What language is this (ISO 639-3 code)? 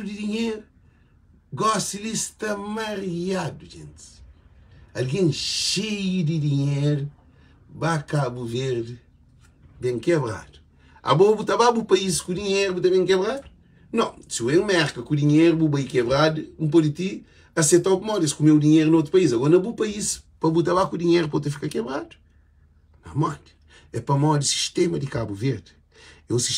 kea